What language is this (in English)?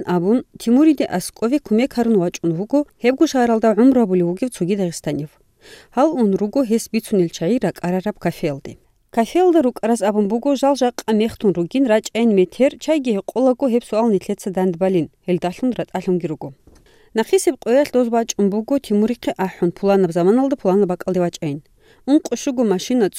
Avaric